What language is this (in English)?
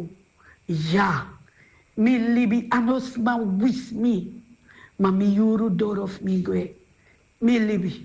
Sranan Tongo